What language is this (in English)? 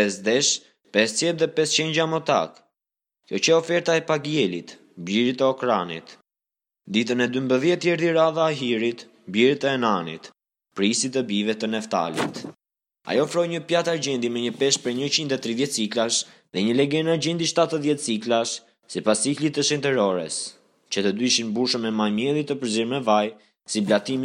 Albanian